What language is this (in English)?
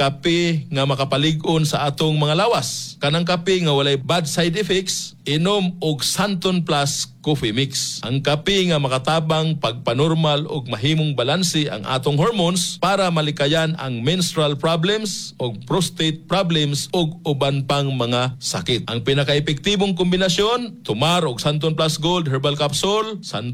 Cebuano